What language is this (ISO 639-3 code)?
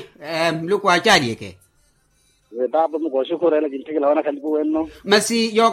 vmw